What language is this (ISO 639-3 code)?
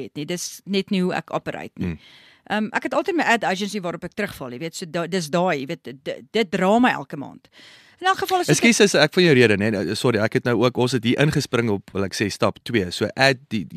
afr